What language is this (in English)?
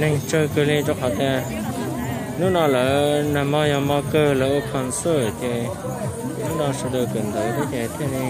Hmong